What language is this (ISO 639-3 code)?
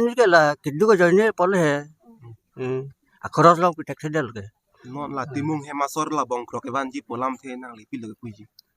mjw